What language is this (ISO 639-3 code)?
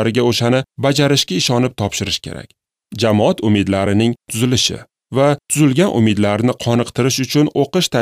uzb